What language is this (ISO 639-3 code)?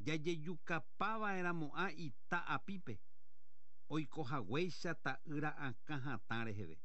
grn